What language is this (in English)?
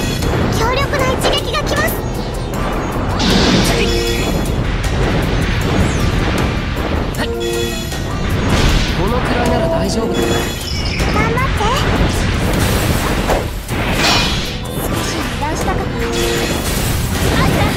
Japanese